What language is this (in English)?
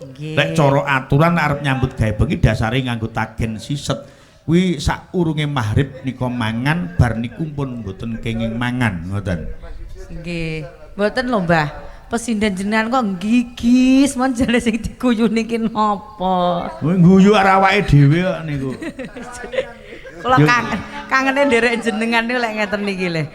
Javanese